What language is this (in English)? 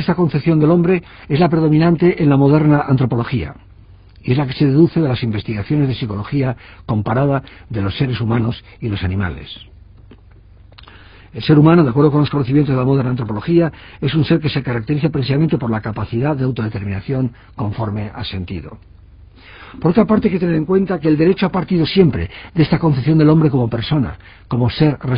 Spanish